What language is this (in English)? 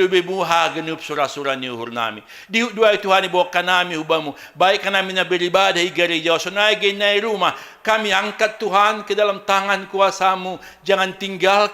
Batak Simalungun